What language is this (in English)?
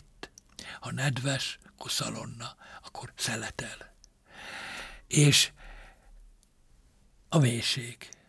Hungarian